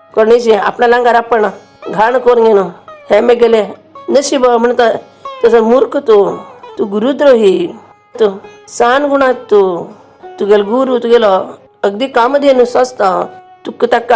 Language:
Konkani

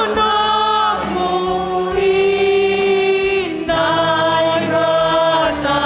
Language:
Batak Simalungun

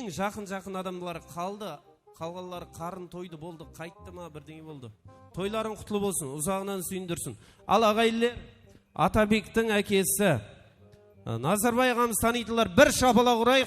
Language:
Kara-Kalpak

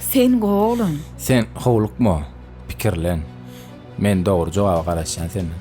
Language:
Turkmen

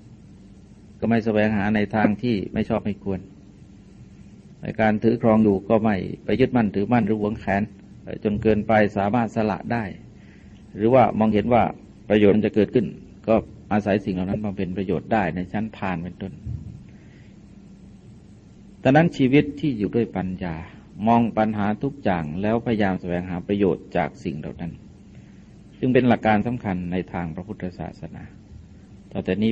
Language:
Thai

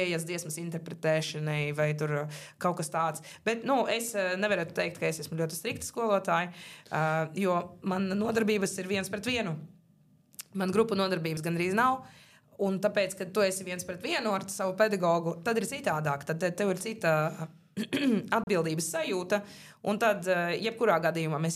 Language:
Latvian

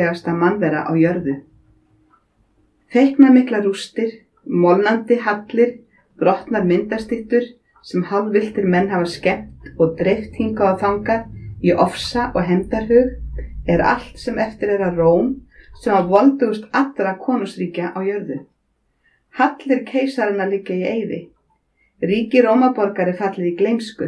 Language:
Icelandic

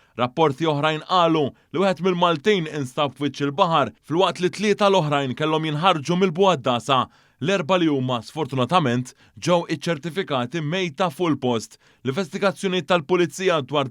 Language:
Maltese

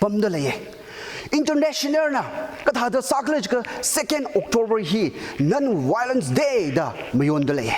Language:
Tangkhul Naga (India)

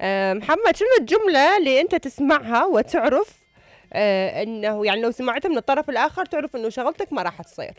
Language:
Mesopotamian Arabic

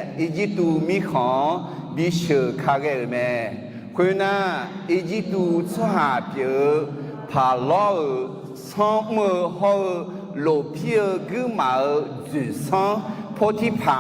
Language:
Akha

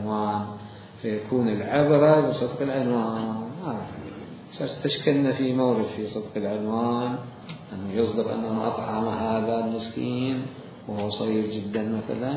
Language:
Mesopotamian Arabic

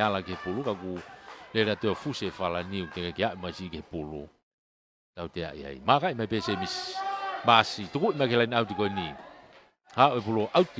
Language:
Tongan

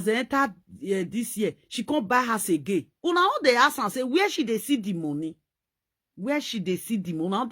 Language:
Nigerian Pidgin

